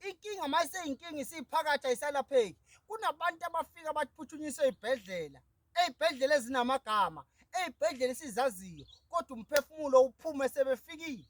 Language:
Zulu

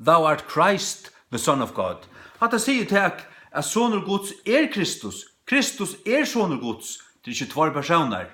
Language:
Faroese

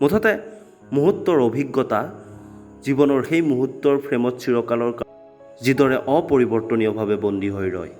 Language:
Assamese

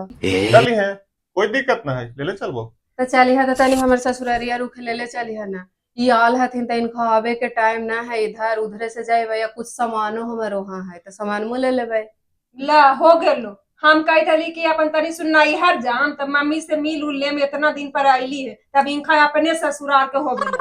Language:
Magahi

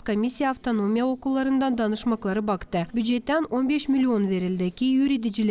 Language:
Gagauz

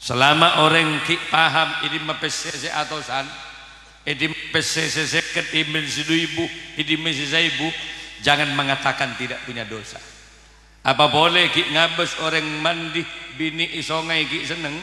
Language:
Madurese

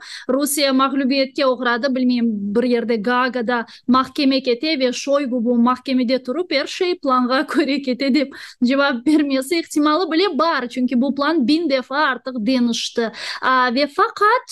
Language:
Crimean Tatar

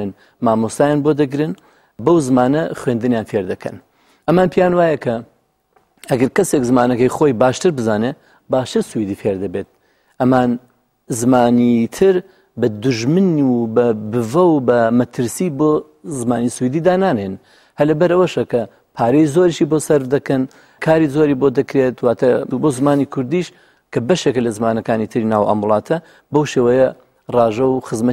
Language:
Central Kurdish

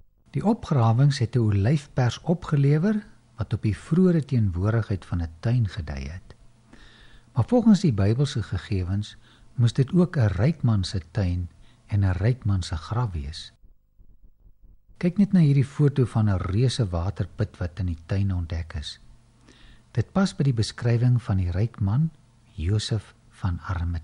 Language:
Afrikaans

